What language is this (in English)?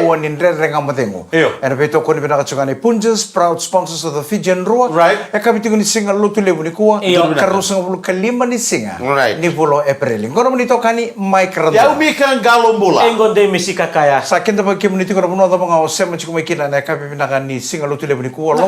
Fijian